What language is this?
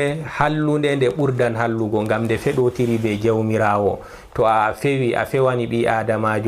Fula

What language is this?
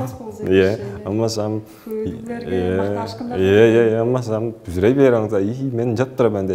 Tuvinian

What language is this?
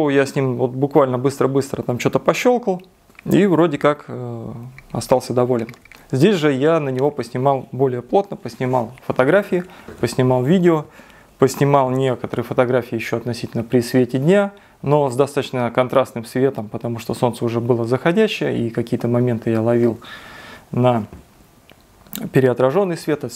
Russian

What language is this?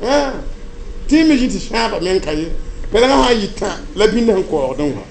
Mossi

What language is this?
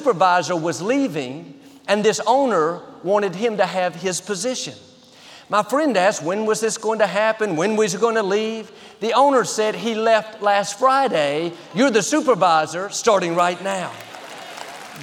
English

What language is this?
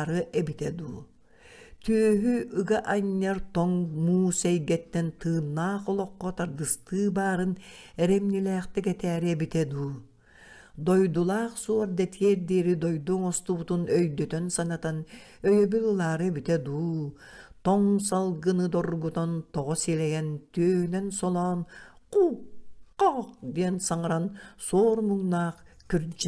Yakut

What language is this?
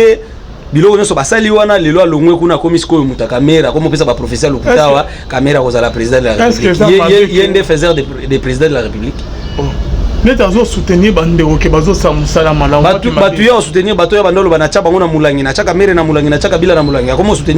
Lingala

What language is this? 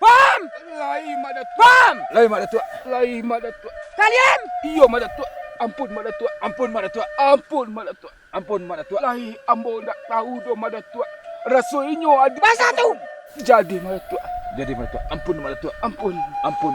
Minangkabau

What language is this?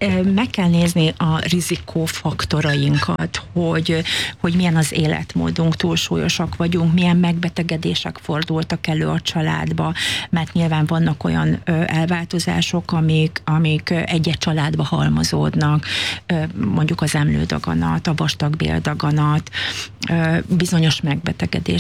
Hungarian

